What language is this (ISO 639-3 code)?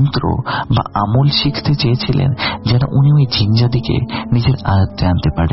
ben